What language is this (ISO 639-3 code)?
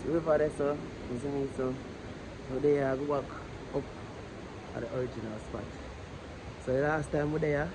jam